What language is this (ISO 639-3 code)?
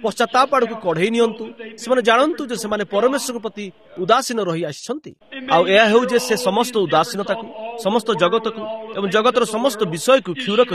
ori